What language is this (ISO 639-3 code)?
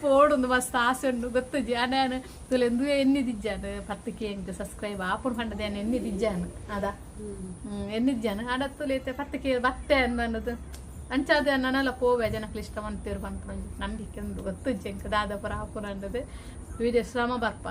tcy